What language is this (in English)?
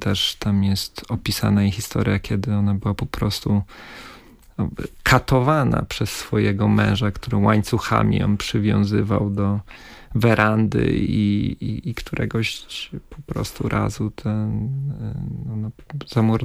Polish